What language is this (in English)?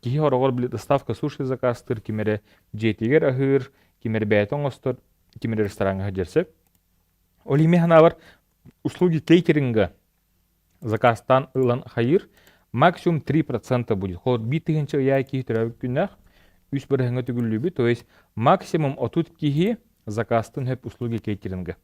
Yakut